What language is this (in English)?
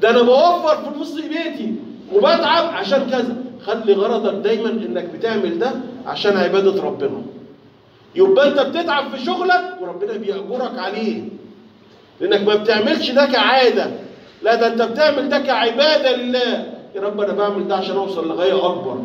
Egyptian Arabic